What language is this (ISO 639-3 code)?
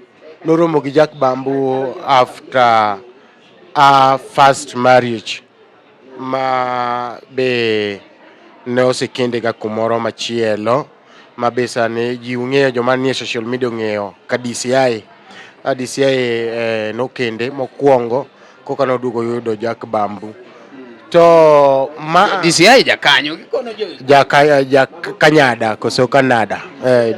luo